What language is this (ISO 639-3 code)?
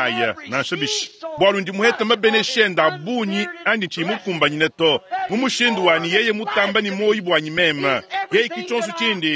lua